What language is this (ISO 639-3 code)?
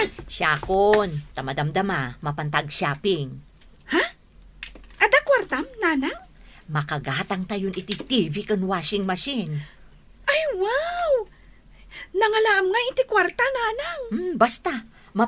ilo